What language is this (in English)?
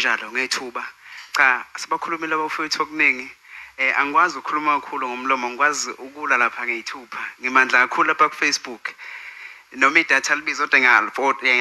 Zulu